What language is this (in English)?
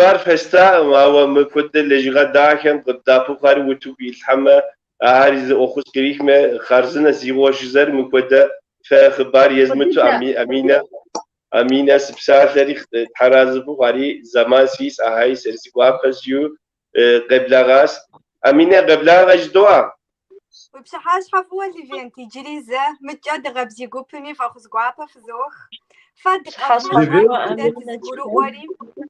Kabardian